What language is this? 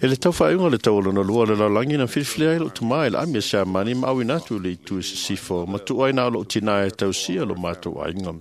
Samoan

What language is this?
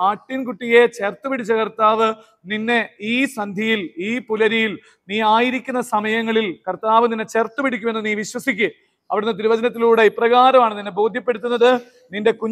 Malayalam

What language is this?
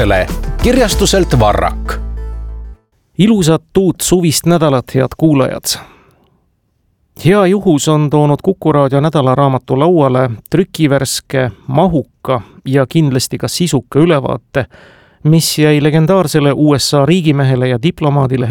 Estonian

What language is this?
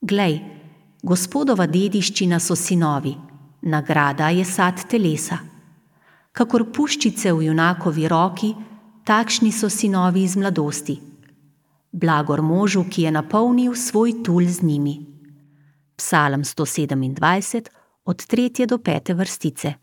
Slovenian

